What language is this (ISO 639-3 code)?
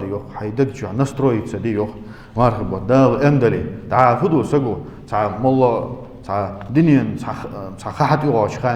inh